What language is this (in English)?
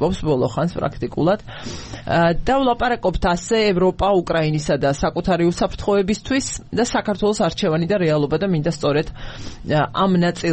Georgian